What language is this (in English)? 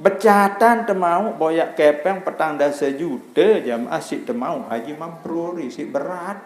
Sasak